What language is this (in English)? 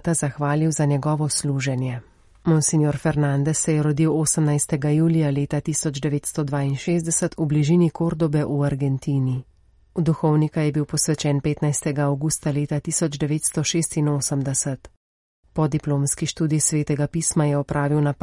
Slovenian